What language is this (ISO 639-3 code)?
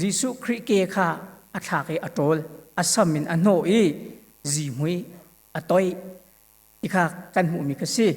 cnh